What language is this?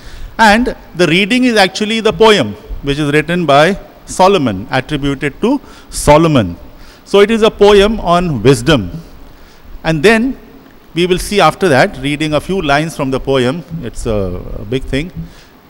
English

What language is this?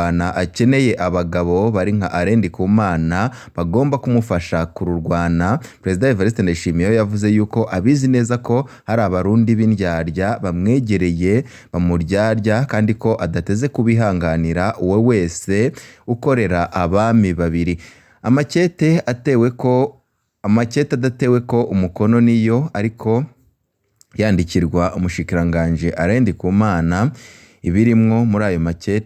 Rundi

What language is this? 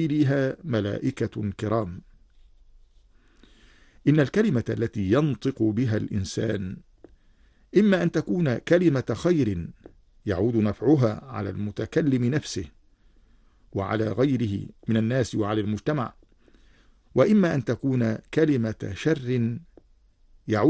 Arabic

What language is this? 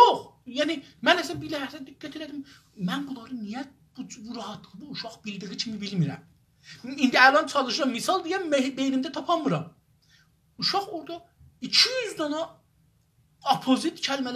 South Azerbaijani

